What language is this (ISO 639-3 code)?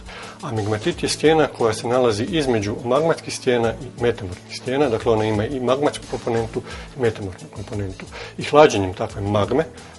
hrv